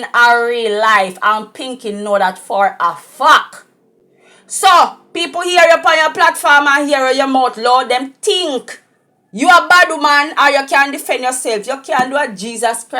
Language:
Jamaican Creole English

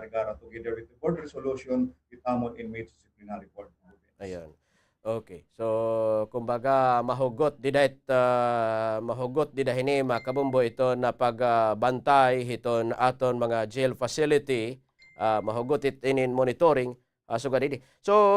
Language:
Waray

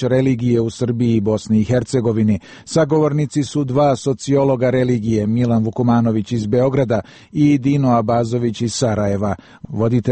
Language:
Serbian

